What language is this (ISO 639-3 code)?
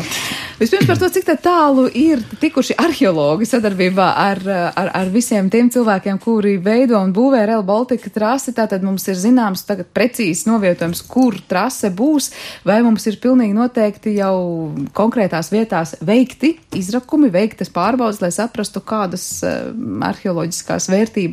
lav